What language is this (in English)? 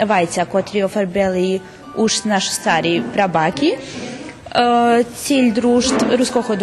Rusyn